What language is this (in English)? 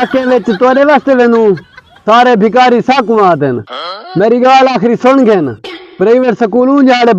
Saraiki